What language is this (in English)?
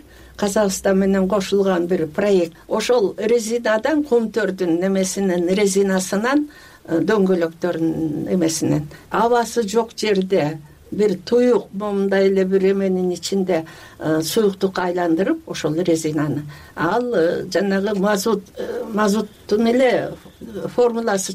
Kyrgyz